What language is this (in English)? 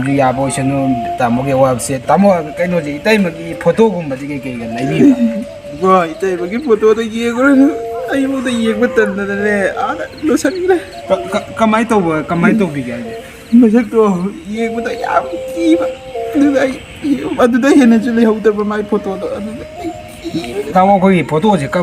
Manipuri